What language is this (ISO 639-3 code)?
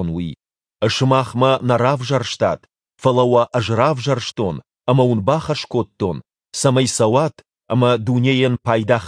oss